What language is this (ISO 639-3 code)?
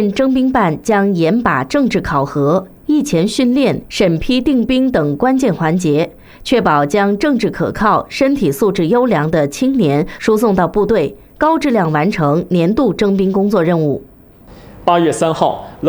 zho